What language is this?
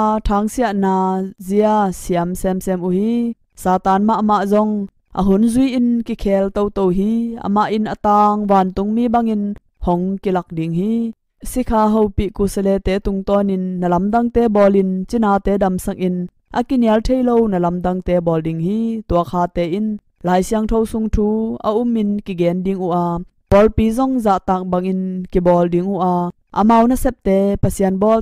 Tedim Chin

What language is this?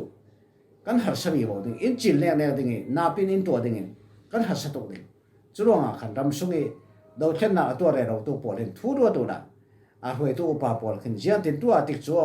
Falam Chin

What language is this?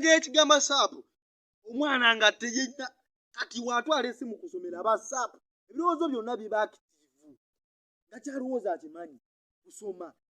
Ganda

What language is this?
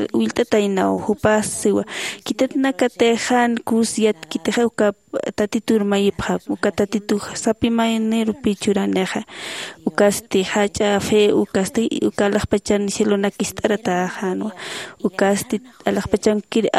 Aymara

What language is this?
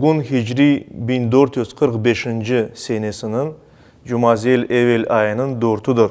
Crimean Tatar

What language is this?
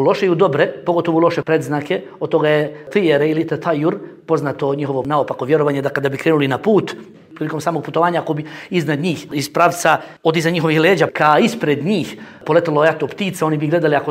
Bosnian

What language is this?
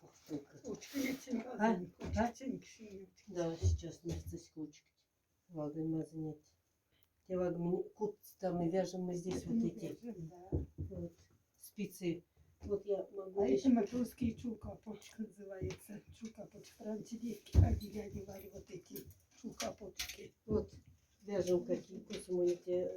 Moksha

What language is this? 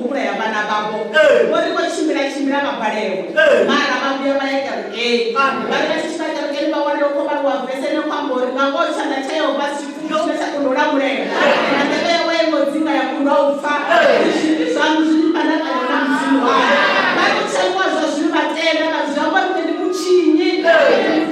Venda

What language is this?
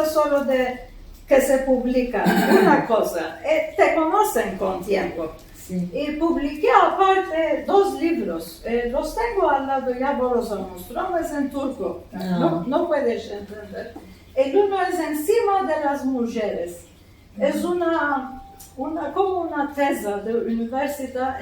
Ladino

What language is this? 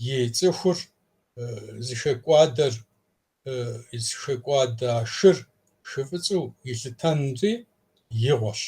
Kabardian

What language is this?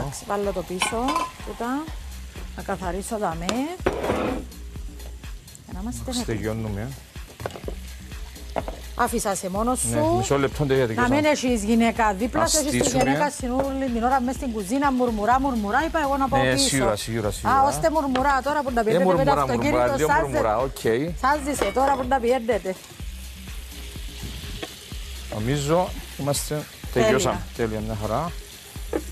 Greek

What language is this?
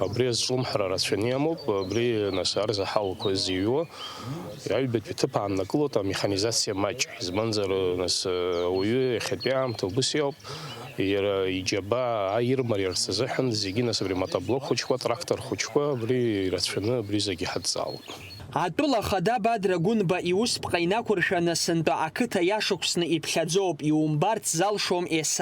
Abkhazian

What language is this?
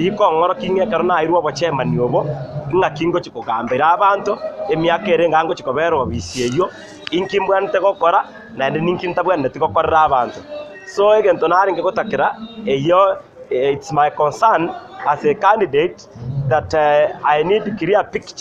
Gusii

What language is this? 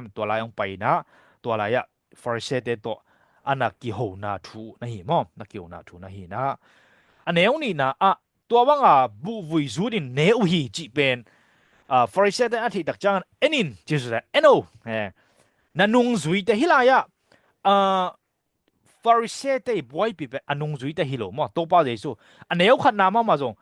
Tedim Chin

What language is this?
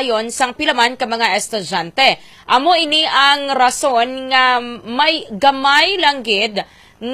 Hiligaynon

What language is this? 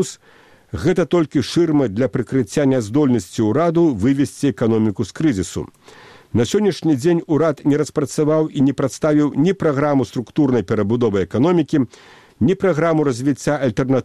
Belarusian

